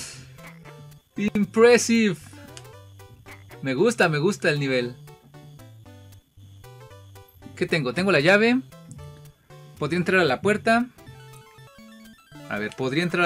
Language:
Spanish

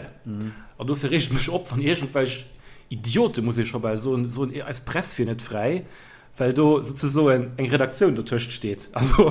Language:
Luxembourgish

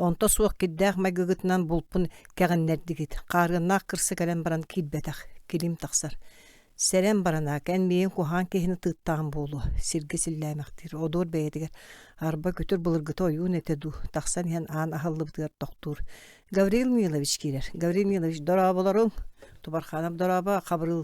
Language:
Yakut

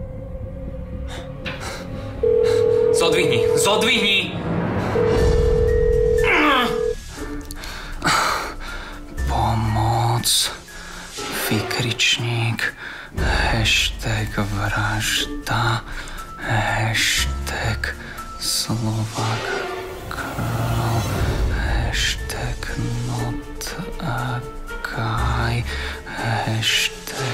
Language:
Slovak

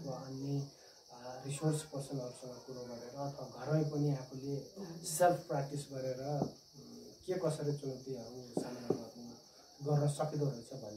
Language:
Nepali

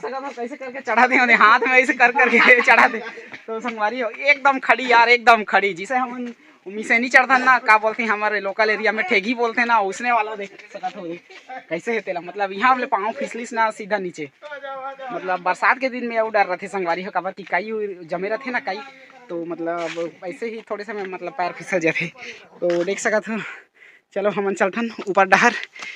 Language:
Chhattisgarhi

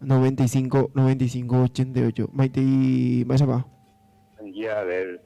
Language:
Guarani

